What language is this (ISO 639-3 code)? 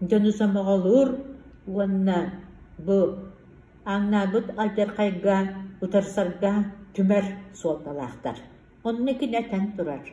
sah